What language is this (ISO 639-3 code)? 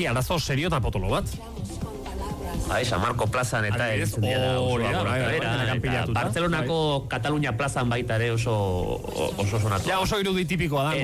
eus